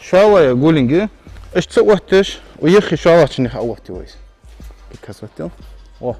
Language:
Ingush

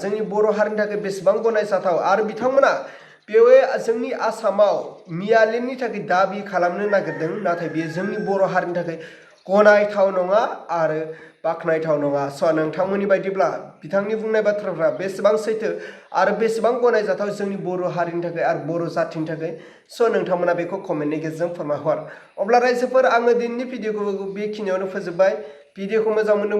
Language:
Bodo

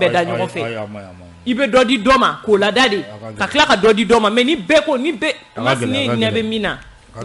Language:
Bambara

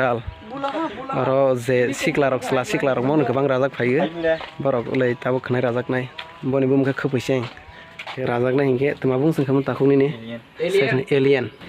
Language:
Kok Borok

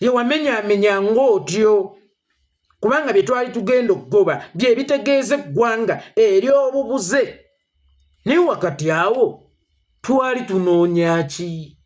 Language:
Ganda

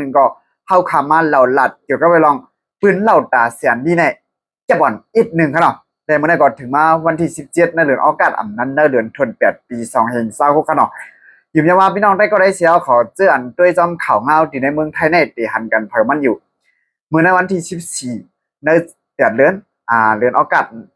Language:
Shan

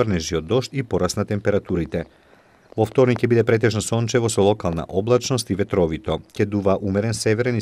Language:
Macedonian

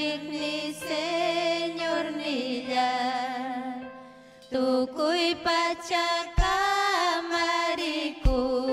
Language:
Ayacucho Quechua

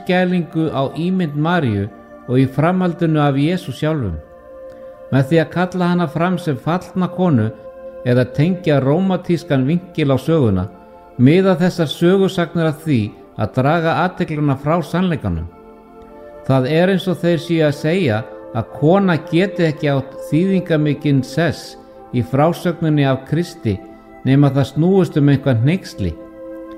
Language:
Icelandic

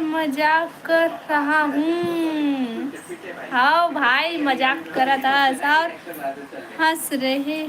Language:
Chhattisgarhi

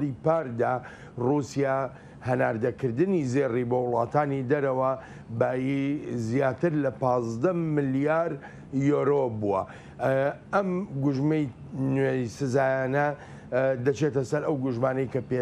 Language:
Central Kurdish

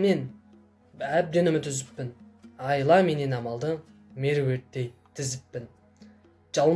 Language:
Kazakh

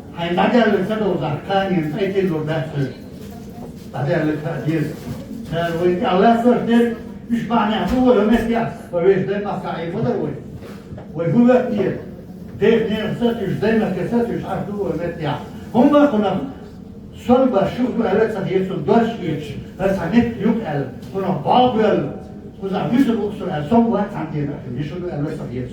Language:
Chechen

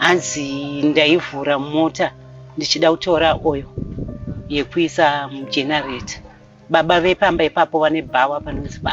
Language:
Shona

